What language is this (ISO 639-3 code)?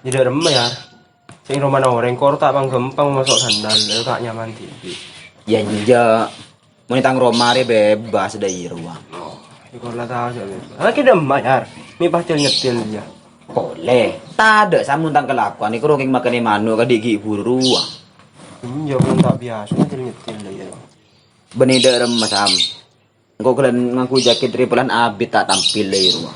mad